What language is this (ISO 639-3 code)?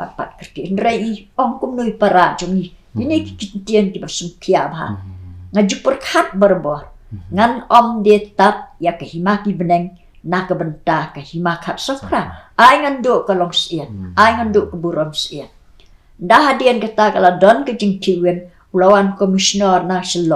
kha